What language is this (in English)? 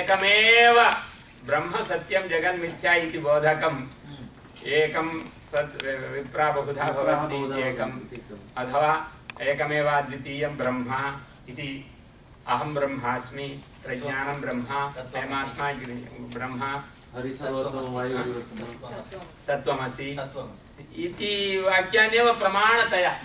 Sanskrit